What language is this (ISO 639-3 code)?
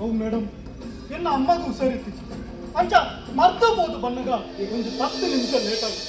tcy